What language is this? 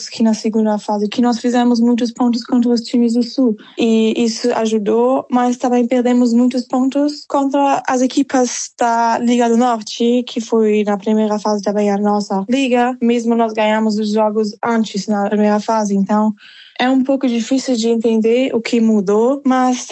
Portuguese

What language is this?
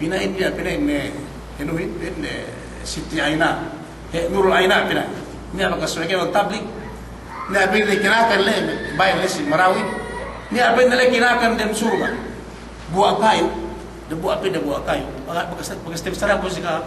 Yakan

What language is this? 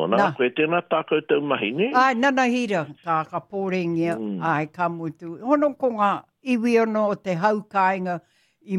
Māori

